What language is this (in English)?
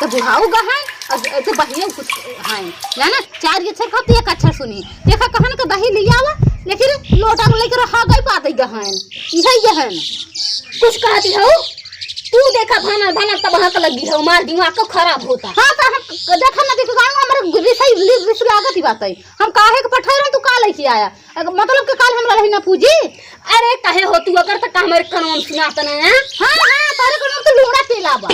Awadhi